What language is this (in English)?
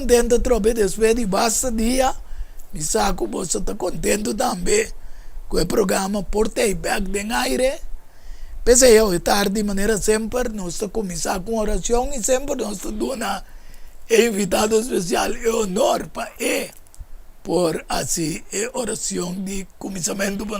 Papiamento